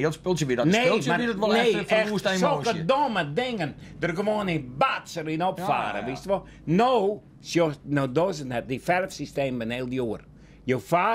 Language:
Western Frisian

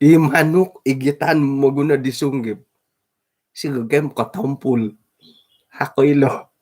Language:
Central Dusun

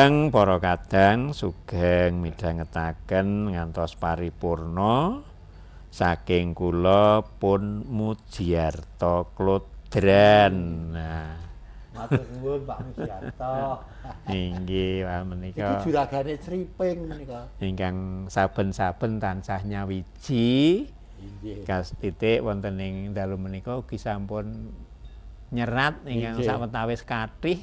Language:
Javanese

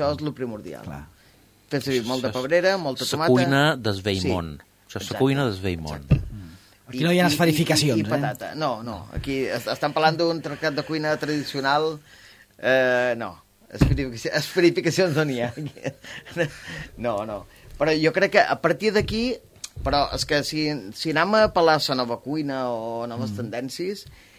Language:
Catalan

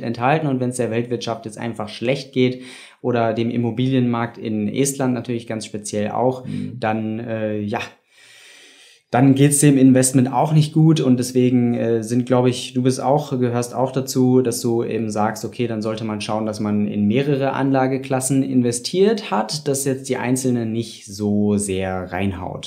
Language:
German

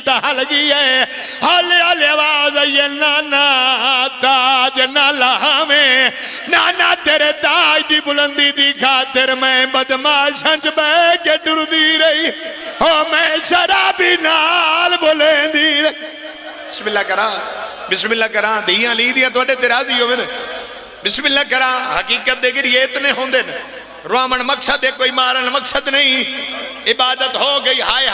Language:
Pahari-Potwari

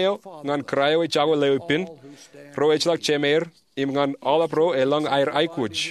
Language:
Marshallese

